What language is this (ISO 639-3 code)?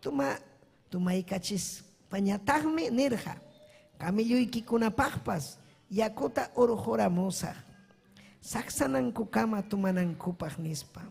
quy